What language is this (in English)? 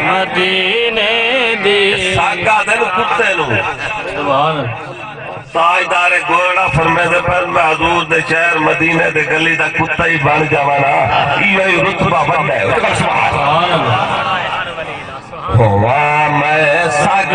Saraiki